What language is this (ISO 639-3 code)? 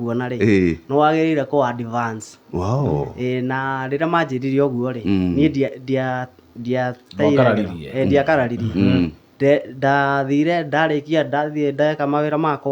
kik